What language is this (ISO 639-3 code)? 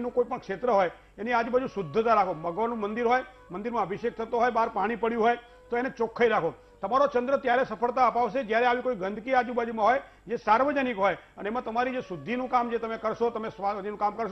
guj